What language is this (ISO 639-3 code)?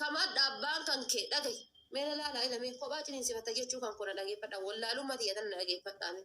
orm